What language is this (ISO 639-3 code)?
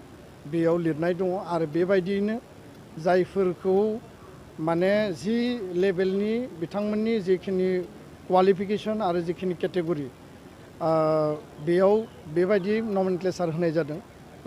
brx